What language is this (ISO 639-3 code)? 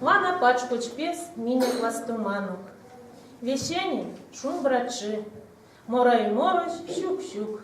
myv